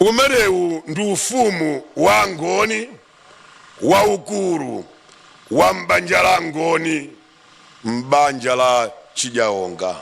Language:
Nyanja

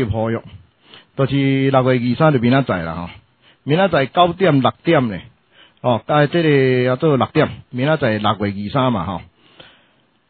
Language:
Min Nan Chinese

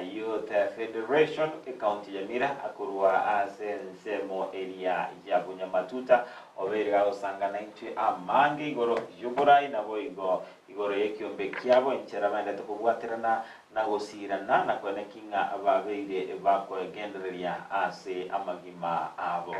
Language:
Gusii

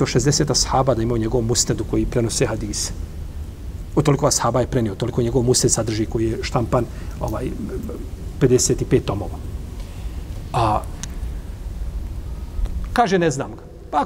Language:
Bosnian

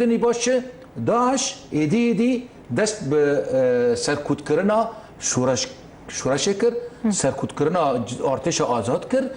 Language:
Kurdish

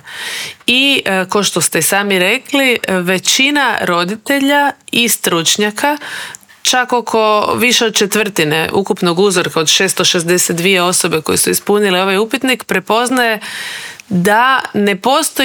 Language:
Croatian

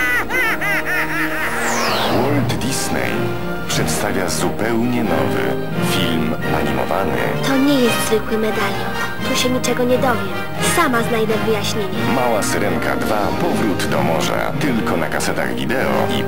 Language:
Polish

